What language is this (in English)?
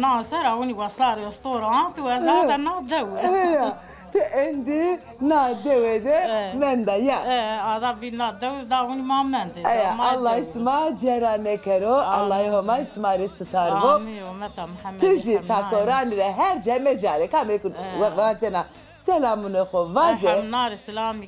Zaza